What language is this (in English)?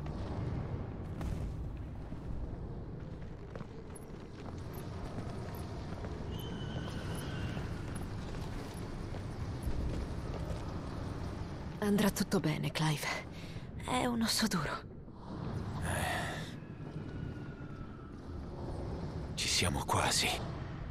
Italian